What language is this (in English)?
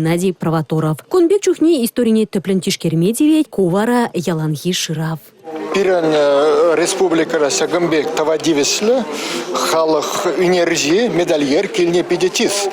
Chuvash